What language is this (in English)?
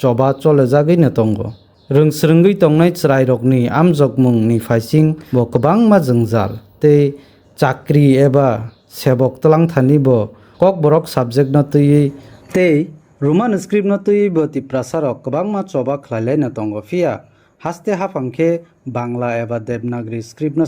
Kok Borok